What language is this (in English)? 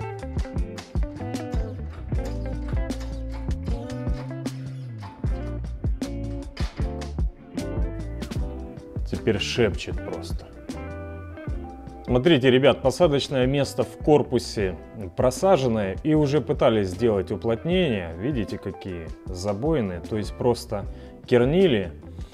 Russian